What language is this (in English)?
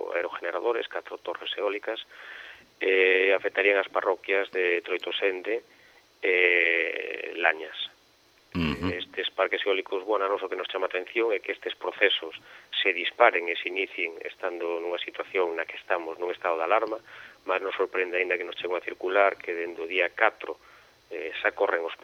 Galician